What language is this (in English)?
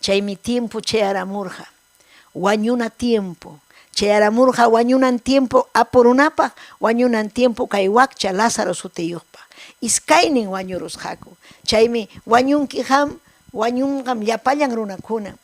Ayacucho Quechua